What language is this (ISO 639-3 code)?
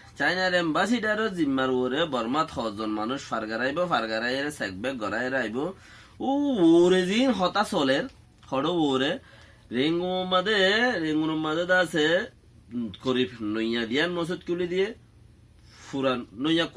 rhg